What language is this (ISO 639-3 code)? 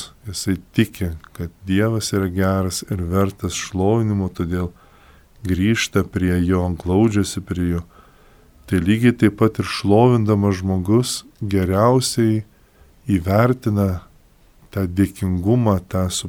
lit